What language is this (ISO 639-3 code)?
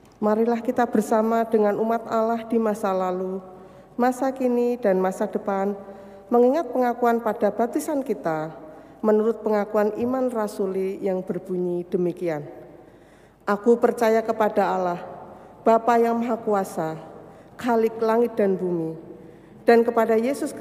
ind